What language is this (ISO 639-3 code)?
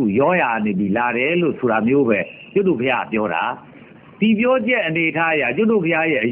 mya